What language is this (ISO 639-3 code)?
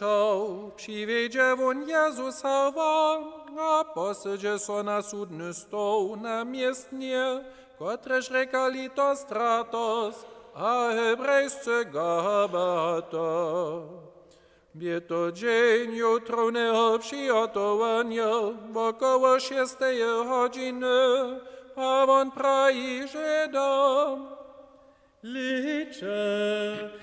hsb